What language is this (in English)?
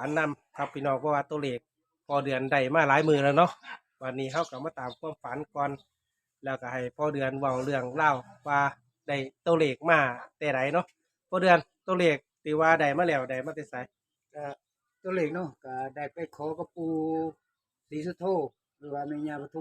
Northeastern Thai